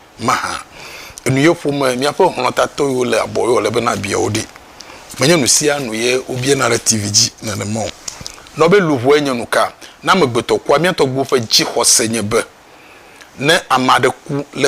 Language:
Ewe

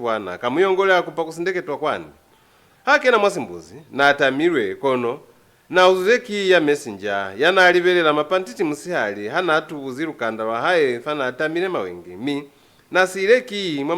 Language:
Lozi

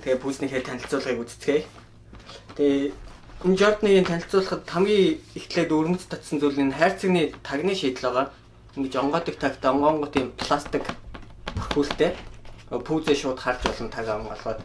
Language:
Mongolian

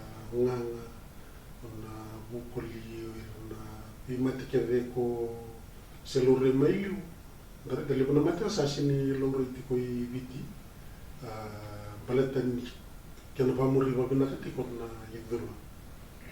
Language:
Fijian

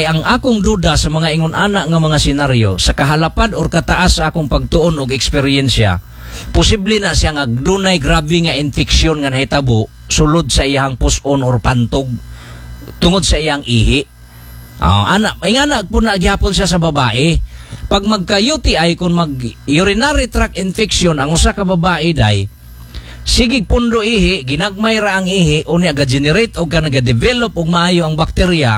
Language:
Cebuano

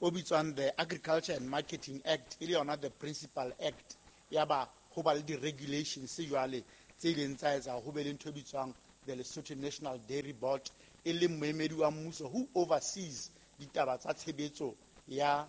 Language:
Southern Sotho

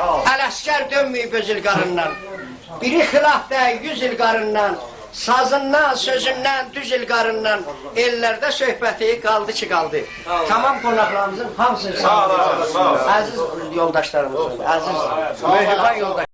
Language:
South Azerbaijani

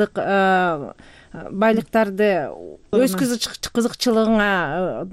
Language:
Kyrgyz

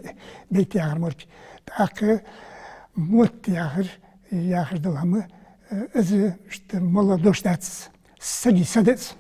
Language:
Ingush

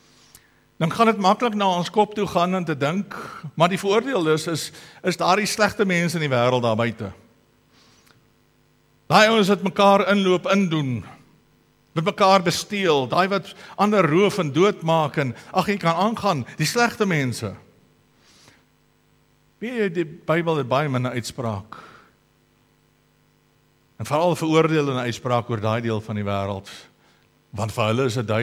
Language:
Afrikaans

